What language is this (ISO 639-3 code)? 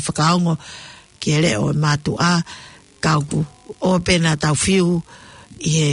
ton